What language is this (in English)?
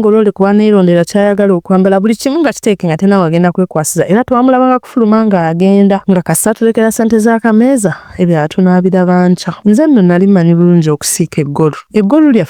Ganda